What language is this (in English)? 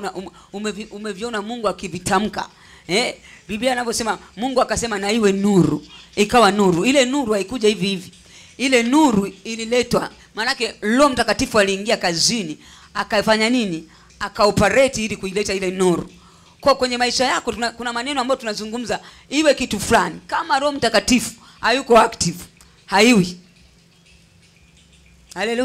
Swahili